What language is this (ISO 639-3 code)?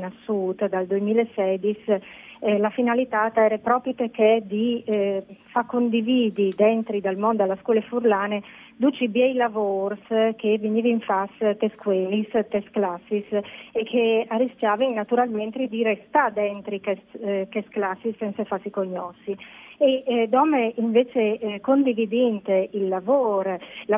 fur